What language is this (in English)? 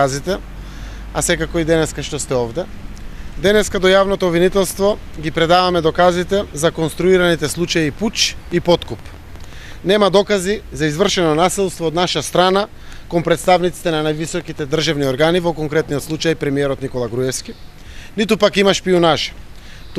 Macedonian